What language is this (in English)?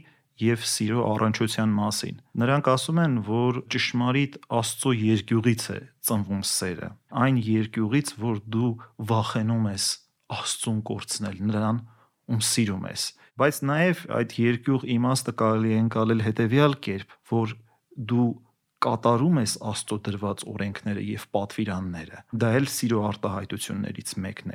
Armenian